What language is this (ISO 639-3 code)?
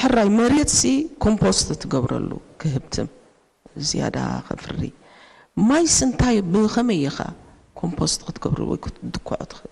tir